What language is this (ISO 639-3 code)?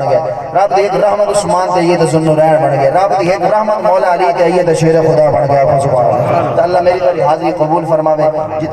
skr